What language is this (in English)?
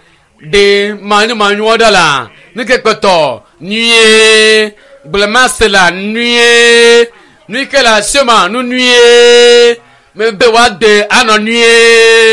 Ewe